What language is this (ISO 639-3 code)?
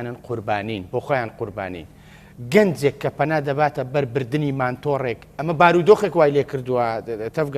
ckb